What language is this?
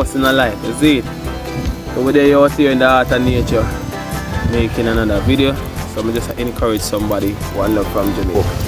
Jamaican Creole English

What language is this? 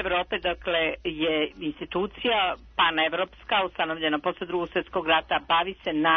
Serbian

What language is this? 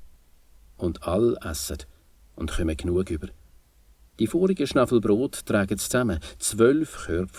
Swiss German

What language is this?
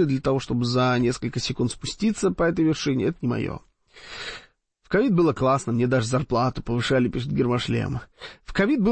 Russian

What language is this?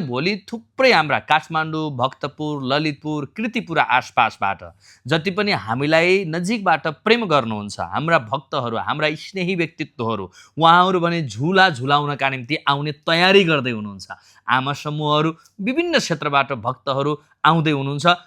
Nepali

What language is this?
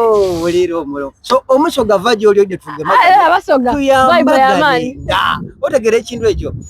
Soga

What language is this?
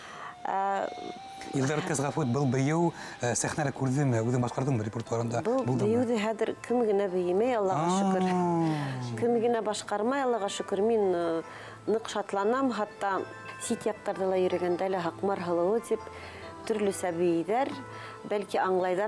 Bashkir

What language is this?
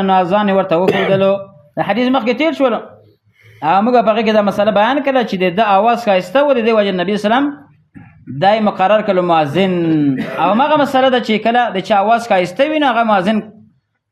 Pashto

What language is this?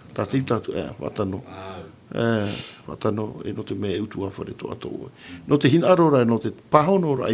Tahitian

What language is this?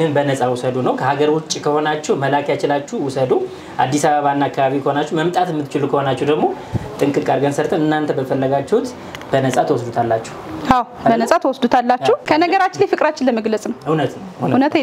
Amharic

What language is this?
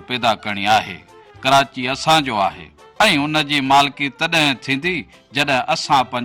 Sindhi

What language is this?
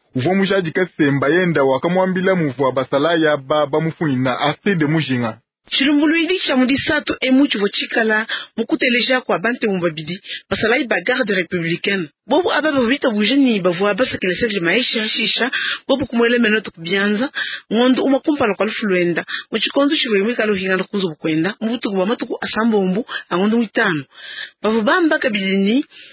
Luba-Lulua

